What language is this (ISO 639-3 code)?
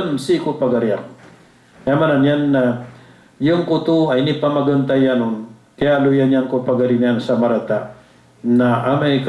mrw